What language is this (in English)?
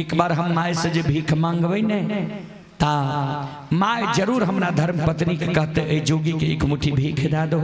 Maithili